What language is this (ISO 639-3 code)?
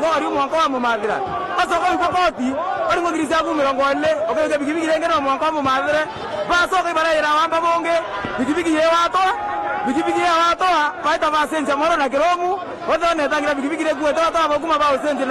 mer